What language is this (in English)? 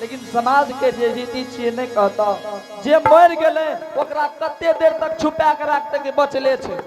Angika